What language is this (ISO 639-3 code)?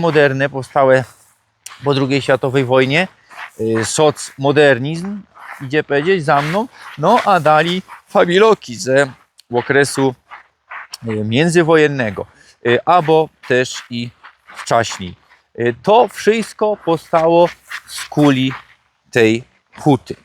szl